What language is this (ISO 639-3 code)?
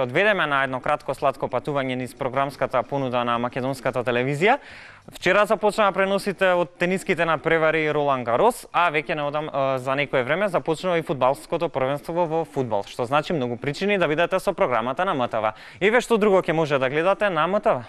mkd